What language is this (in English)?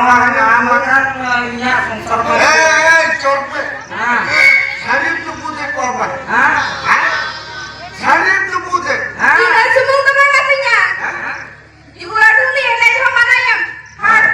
Santali